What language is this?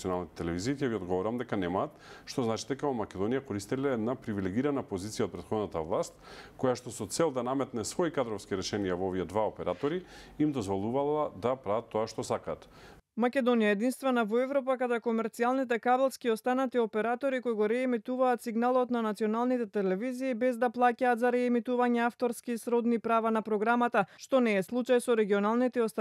Macedonian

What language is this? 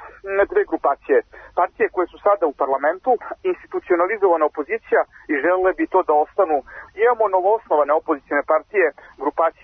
Serbian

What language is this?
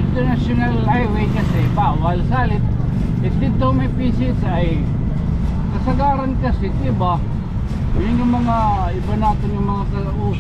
Waray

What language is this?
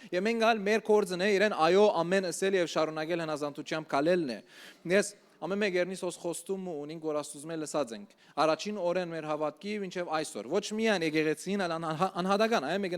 Western Armenian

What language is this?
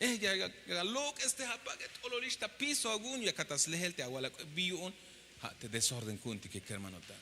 Tzeltal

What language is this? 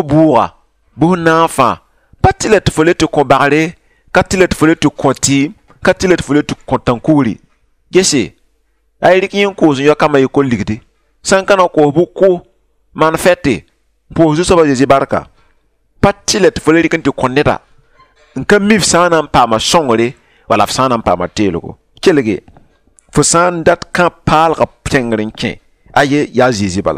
Mossi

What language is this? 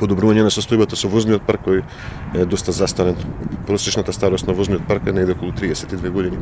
Macedonian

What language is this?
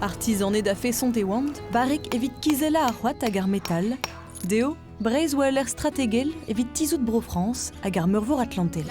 Breton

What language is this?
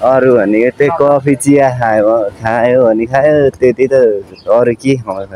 Nepali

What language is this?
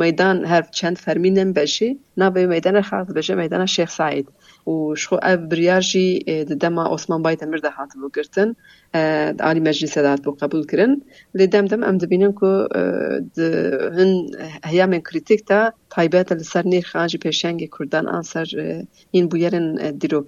Kurdish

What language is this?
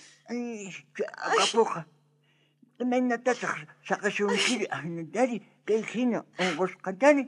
South Bolivian Quechua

